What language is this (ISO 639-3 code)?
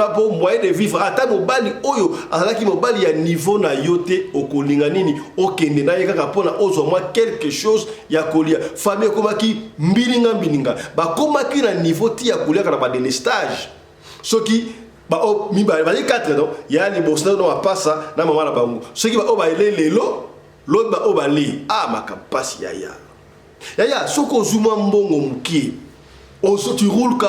lin